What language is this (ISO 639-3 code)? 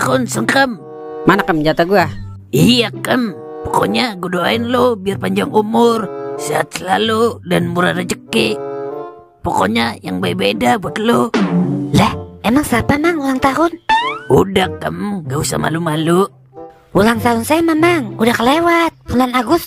bew